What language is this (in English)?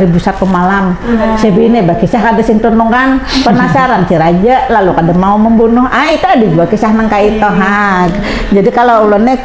Banjar